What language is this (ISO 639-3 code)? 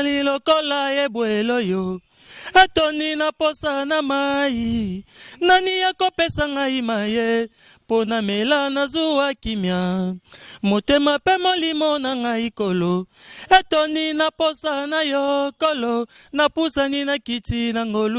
lin